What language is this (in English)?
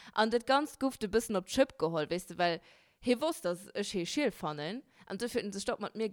Luxembourgish